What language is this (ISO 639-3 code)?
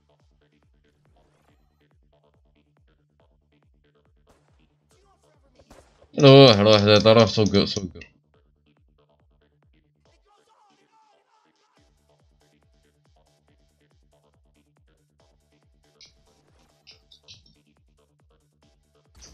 ara